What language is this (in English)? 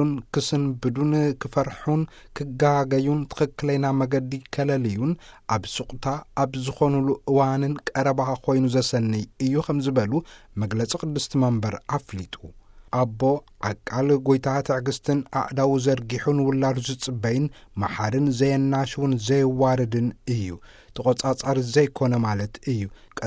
Tigrinya